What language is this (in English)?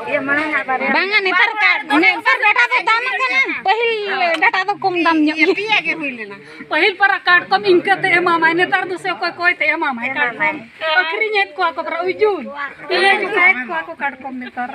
Santali